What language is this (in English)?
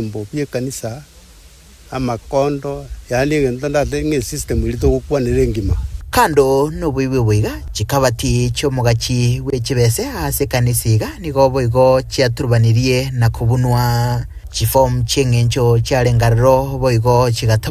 Gusii